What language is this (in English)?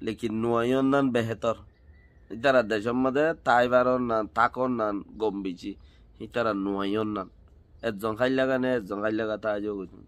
Rohingya